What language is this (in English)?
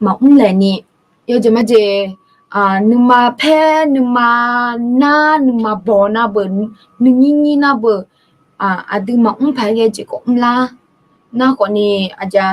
Akha